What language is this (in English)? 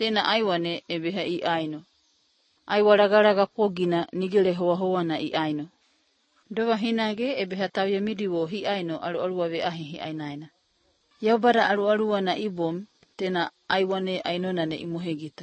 Croatian